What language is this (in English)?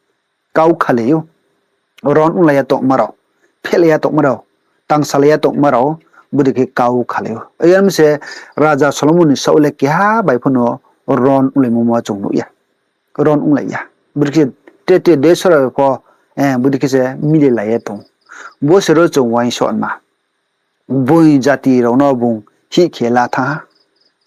Riang (India)